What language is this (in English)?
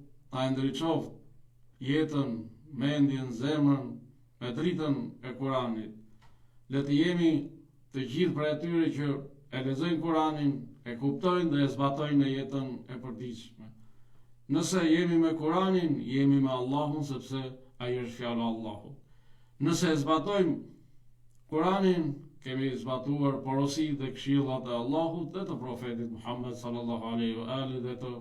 Albanian